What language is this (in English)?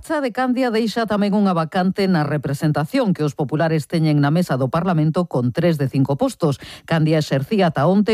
Galician